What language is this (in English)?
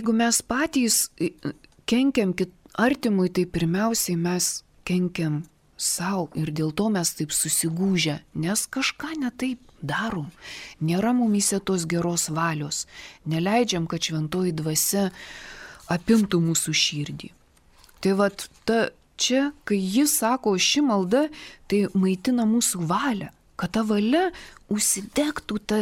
Lithuanian